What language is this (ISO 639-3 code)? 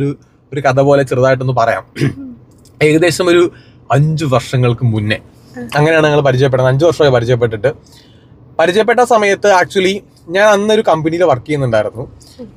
mal